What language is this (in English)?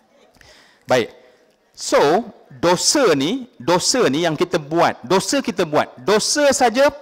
Malay